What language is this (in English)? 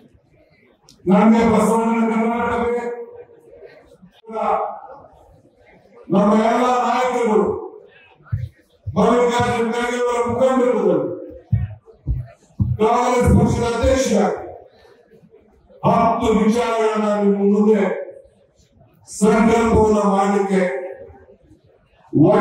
Kannada